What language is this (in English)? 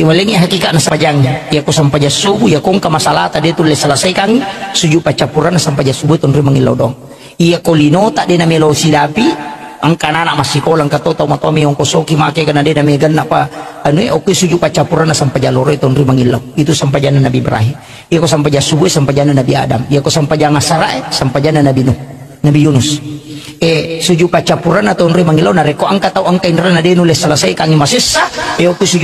Buginese